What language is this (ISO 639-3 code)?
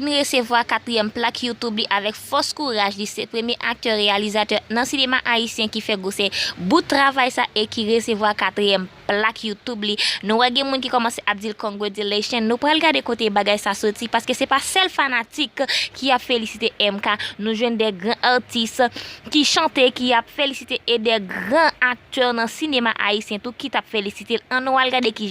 hat